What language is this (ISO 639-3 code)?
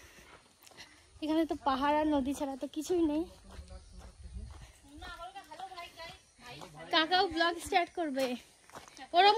ben